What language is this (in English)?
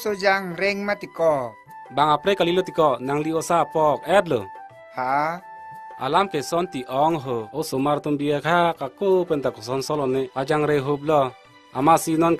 Karbi